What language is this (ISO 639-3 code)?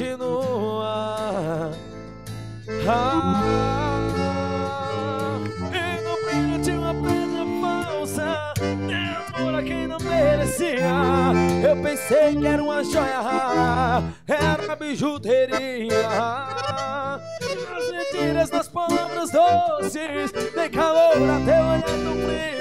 por